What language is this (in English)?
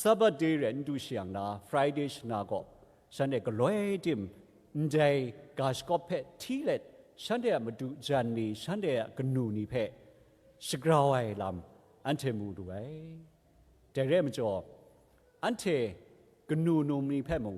Kachin